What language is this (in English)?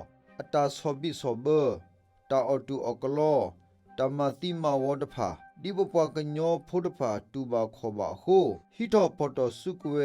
S'gaw Karen